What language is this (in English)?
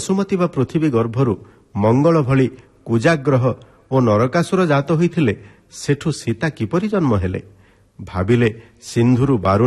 Odia